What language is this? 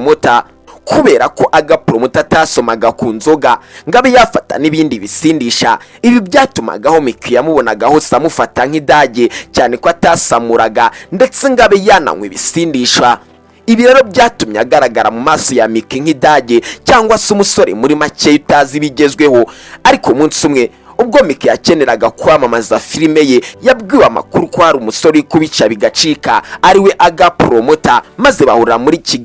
Kinyarwanda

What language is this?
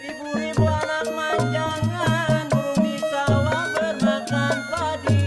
Betawi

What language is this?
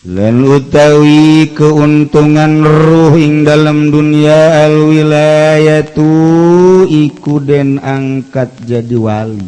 Sundanese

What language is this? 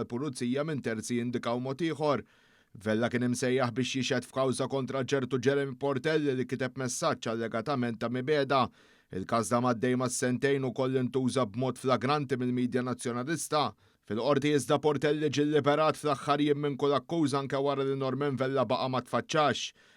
Maltese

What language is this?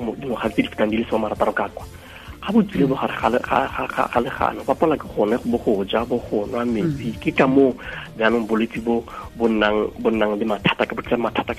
Tswana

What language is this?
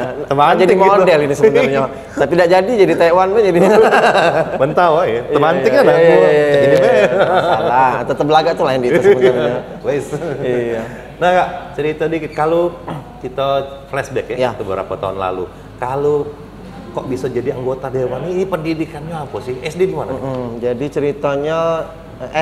Musi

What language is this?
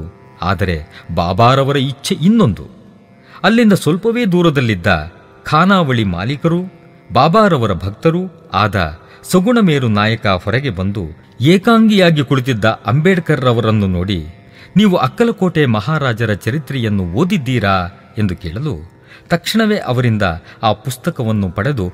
Kannada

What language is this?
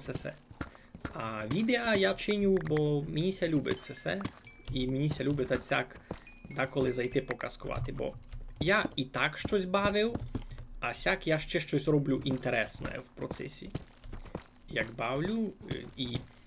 Rusyn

